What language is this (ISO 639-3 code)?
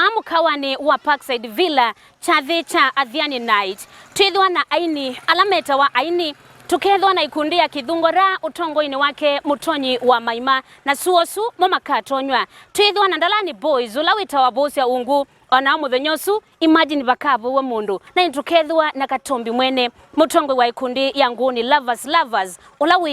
kam